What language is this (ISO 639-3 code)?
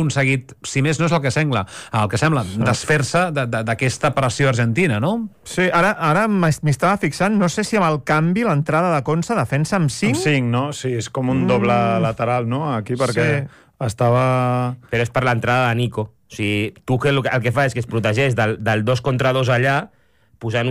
cat